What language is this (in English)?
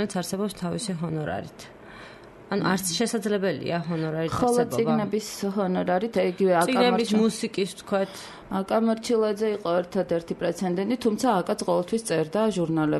Georgian